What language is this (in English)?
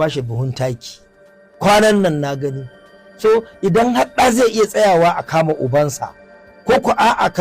Hausa